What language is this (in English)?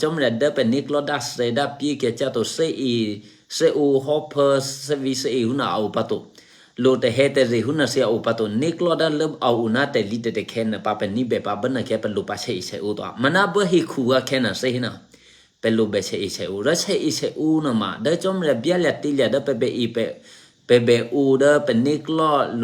Eastern Kayah